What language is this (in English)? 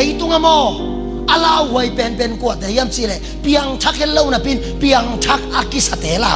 Tedim Chin